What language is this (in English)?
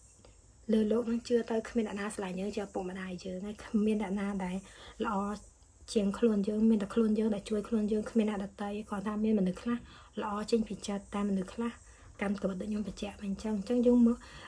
Khmer